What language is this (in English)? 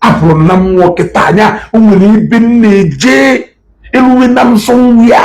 Igbo